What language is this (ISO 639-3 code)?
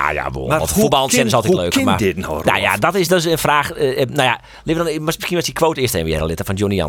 fry